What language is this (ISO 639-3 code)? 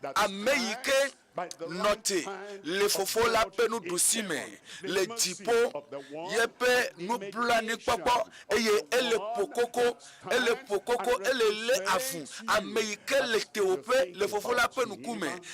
ewe